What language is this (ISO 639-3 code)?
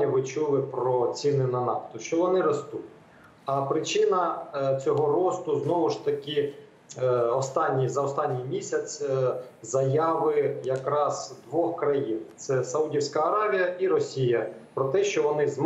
ukr